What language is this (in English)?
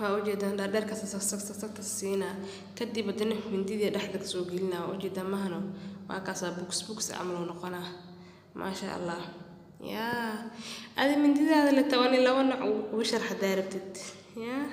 Somali